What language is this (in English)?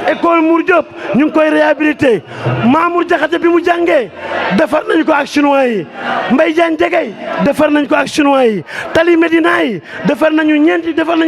Wolof